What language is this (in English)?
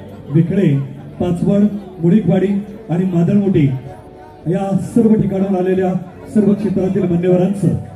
Marathi